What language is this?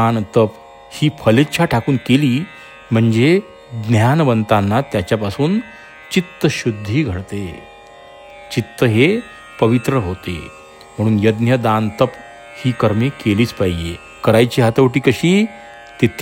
Marathi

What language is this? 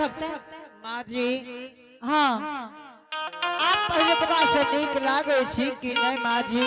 Angika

